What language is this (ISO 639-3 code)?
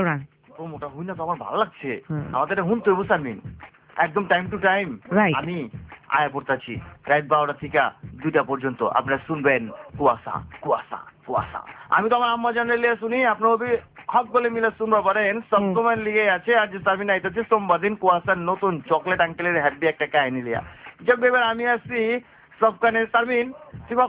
ben